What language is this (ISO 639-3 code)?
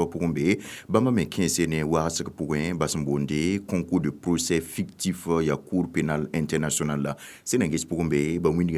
mos